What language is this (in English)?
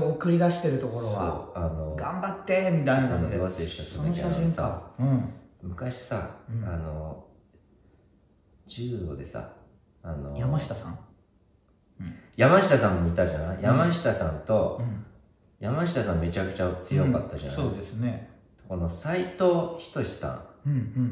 Japanese